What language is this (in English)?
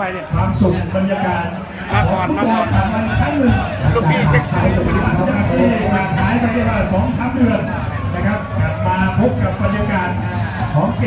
Thai